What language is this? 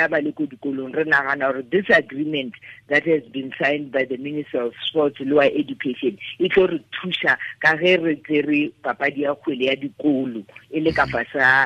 Tswana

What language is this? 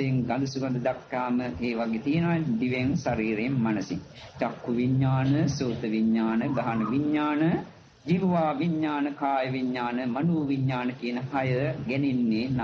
Sinhala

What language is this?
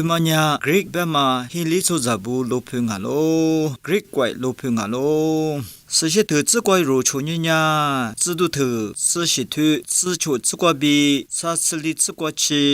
Lisu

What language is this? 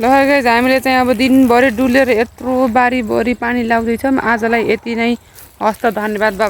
Nepali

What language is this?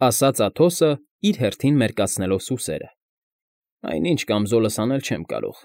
Armenian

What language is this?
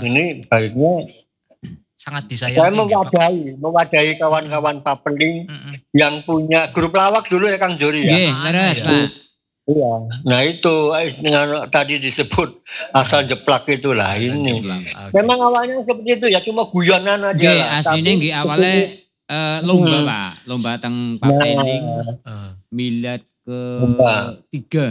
Indonesian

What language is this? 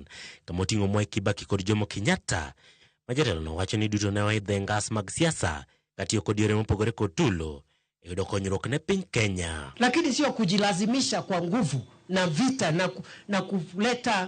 Luo (Kenya and Tanzania)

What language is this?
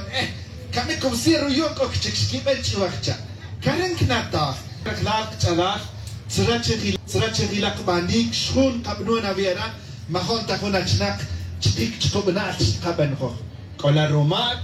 Tz'utujil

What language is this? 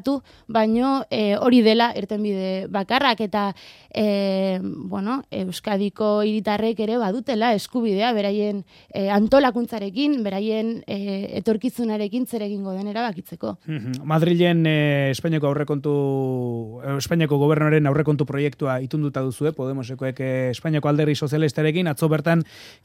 Basque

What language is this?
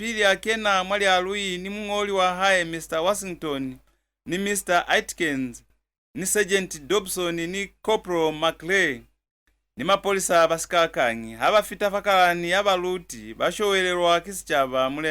Lozi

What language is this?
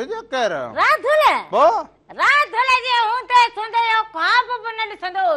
Sindhi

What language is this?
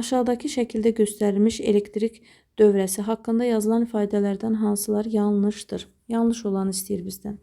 Azerbaijani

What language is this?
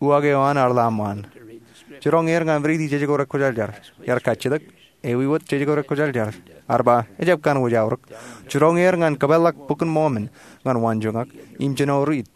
Marshallese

